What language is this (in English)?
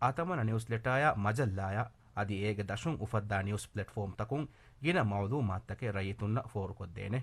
Divehi